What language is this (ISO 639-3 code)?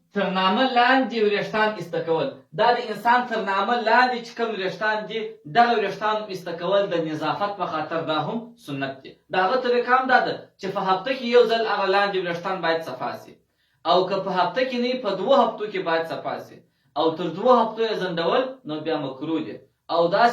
pus